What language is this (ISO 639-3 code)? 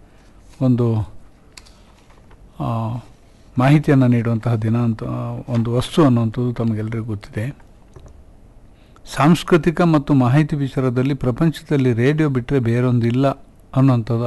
kan